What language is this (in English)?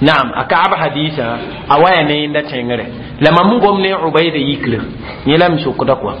Mossi